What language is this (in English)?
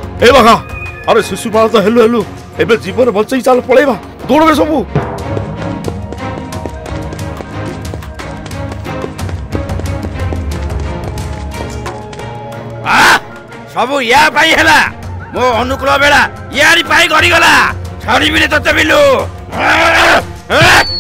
Odia